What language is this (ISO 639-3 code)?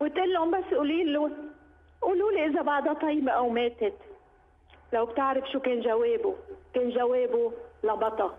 apc